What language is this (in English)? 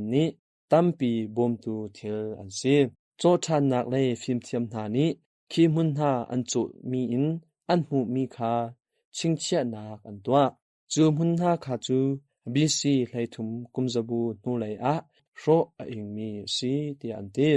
Hakha Chin